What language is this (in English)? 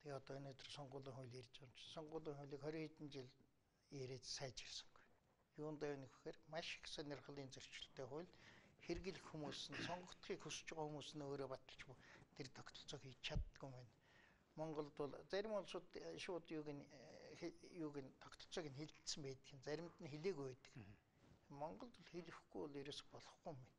Mongolian